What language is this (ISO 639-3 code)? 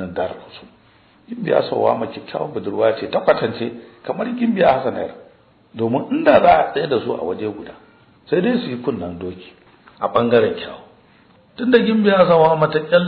hau